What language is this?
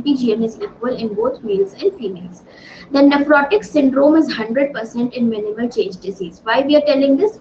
English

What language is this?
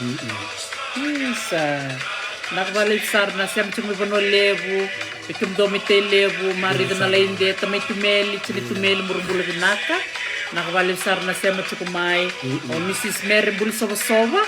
Fijian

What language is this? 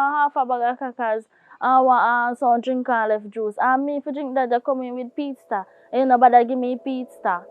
Jamaican Creole English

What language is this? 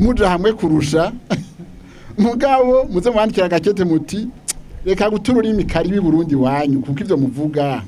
Rundi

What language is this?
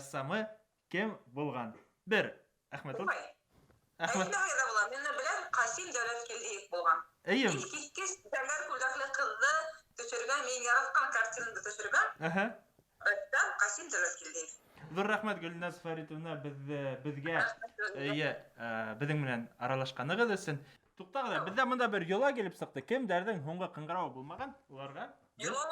Bashkir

